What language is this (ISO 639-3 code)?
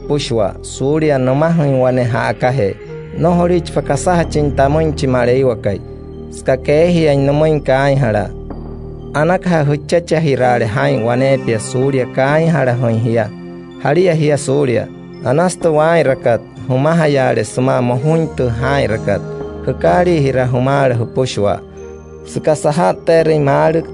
guc